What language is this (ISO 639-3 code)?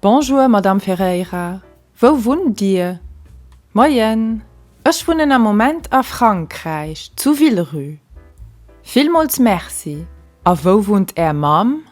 ltz